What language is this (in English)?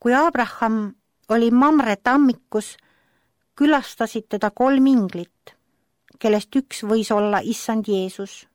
Estonian